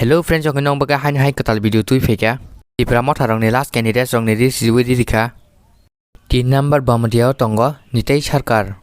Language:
Kok Borok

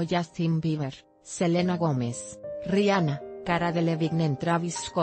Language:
Spanish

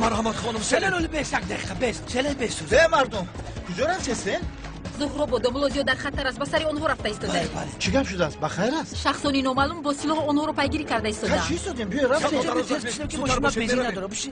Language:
Tajik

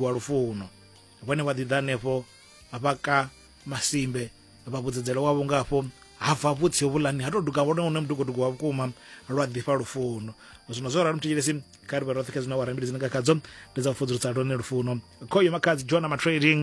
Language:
Venda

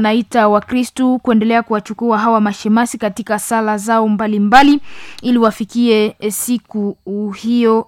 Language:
Swahili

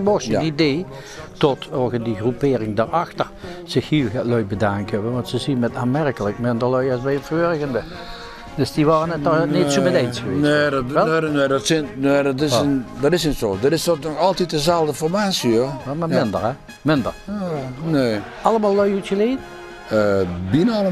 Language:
Limburgish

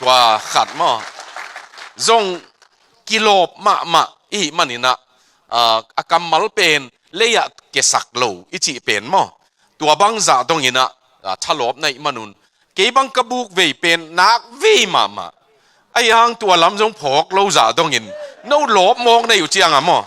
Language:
Tedim Chin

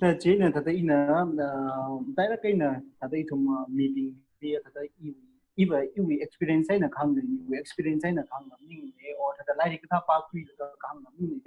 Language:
Tangkhul Naga (India)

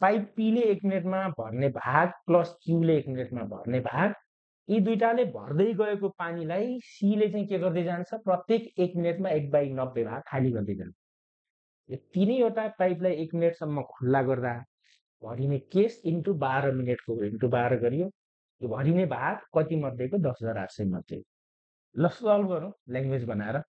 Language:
Nepali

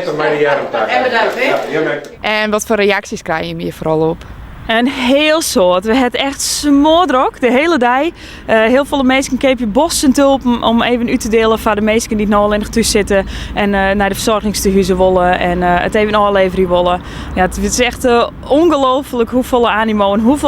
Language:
Western Frisian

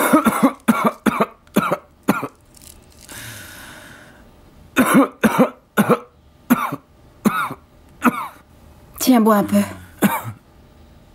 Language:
French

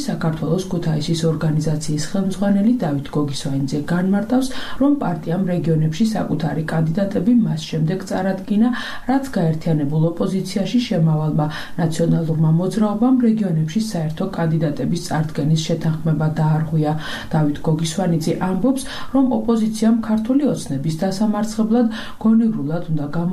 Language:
Georgian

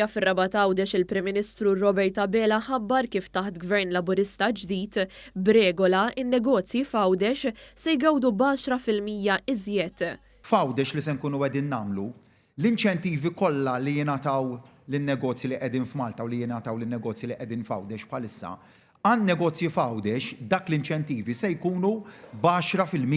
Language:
Maltese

